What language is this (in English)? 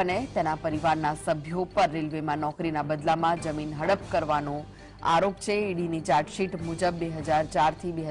Gujarati